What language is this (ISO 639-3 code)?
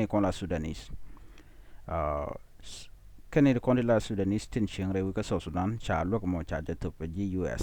nus